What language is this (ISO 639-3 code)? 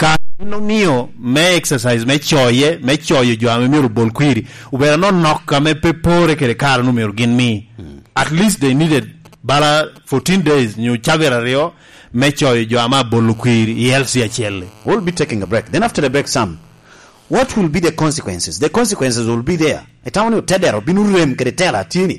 laj